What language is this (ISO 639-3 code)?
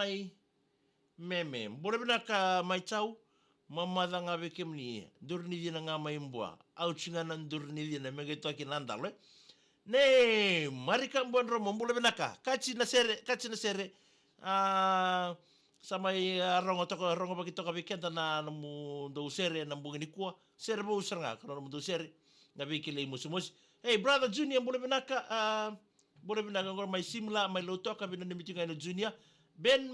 fij